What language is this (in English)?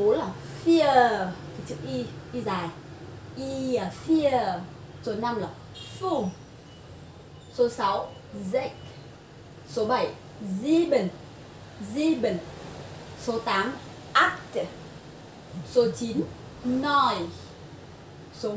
Vietnamese